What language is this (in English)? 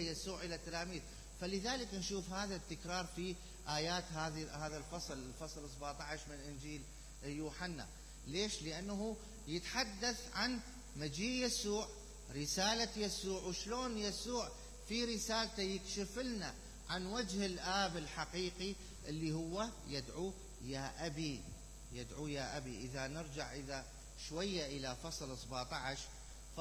Mesopotamian Arabic